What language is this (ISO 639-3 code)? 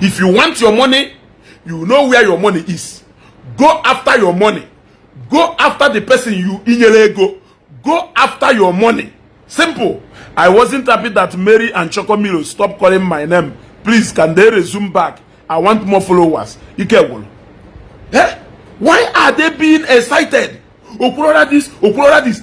ibo